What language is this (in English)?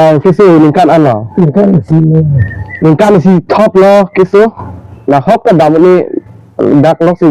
Karbi